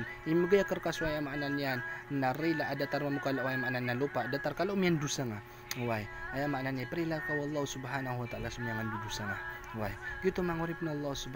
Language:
Maranao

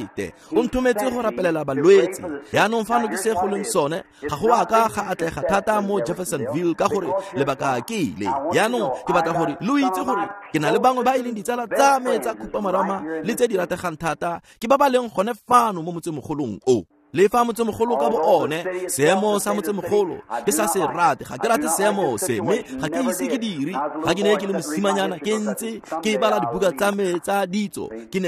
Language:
Tswana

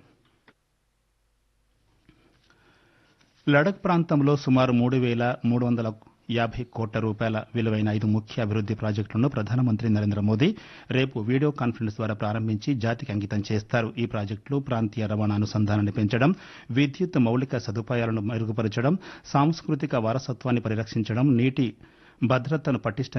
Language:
Telugu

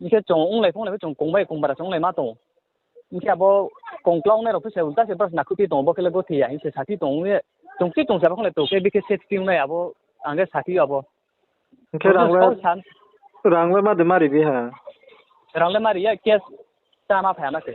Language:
Riang (India)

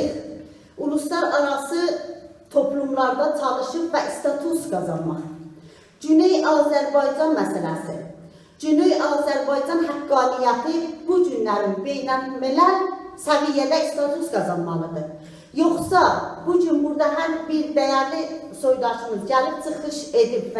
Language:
South Azerbaijani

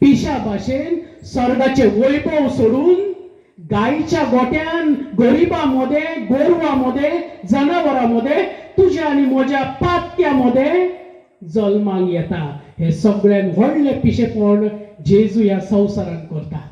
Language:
Konkani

